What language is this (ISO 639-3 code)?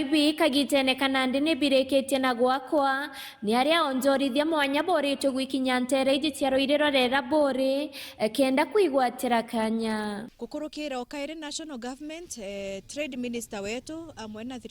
mer